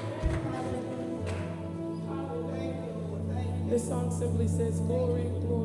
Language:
English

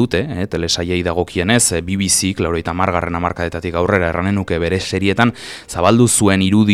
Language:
Basque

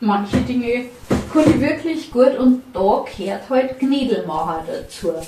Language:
Bavarian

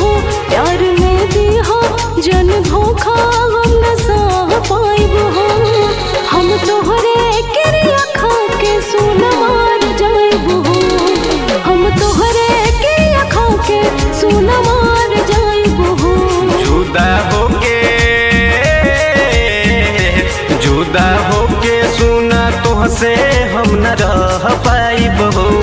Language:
Bhojpuri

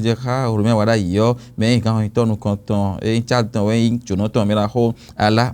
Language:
Fon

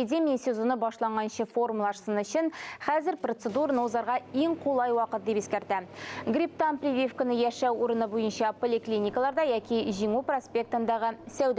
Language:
Tatar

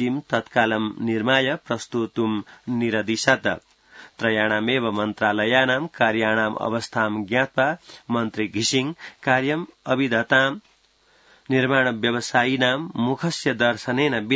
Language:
Sanskrit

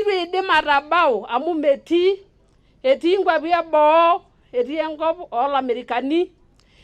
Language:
Masai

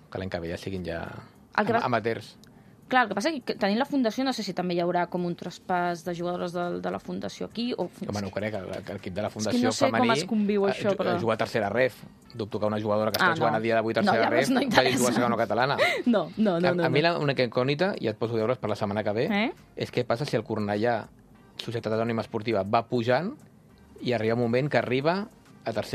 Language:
Catalan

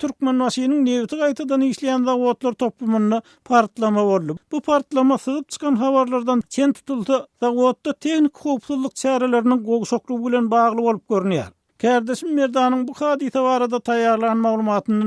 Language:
Turkmen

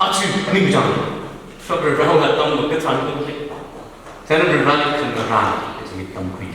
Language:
Tangkhul Naga (India)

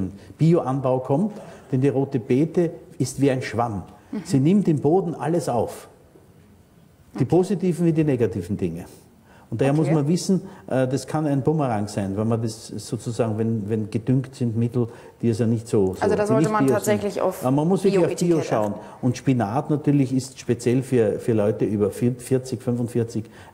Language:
German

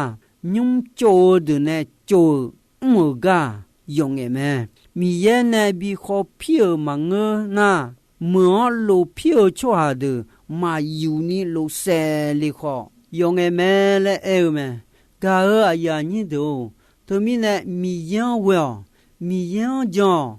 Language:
Akha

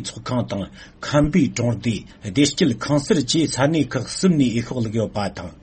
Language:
Tibetan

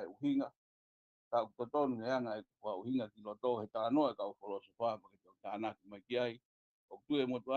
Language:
Tongan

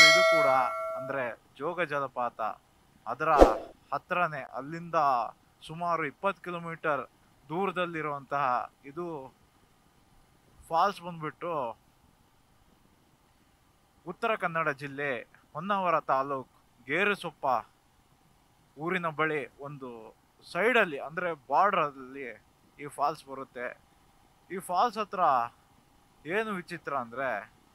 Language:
Kannada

